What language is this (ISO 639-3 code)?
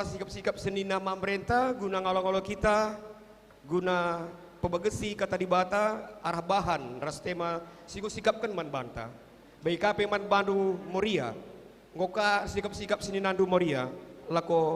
btx